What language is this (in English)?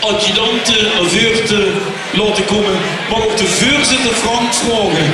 Limburgish